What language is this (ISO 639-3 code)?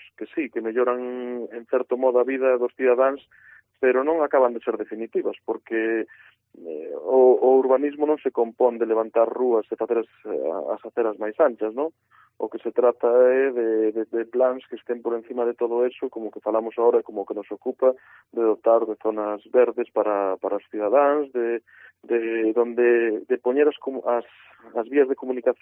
glg